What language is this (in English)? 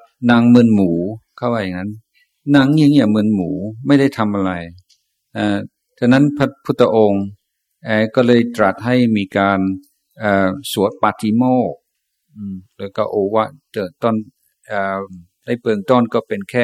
Thai